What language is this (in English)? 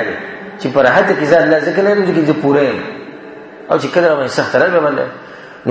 Pashto